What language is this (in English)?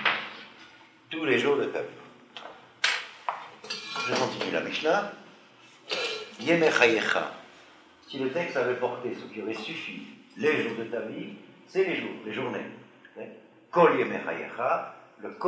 French